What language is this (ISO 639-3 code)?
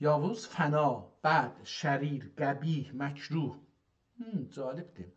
azb